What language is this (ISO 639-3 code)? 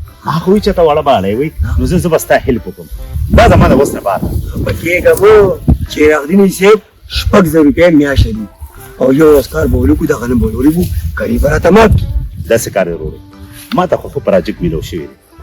pus